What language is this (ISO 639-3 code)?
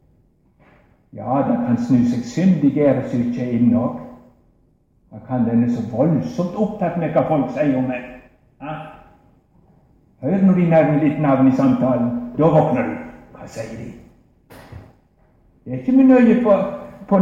nor